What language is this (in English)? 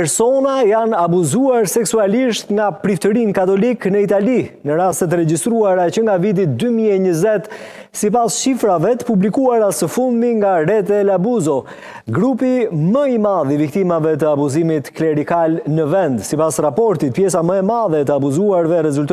Albanian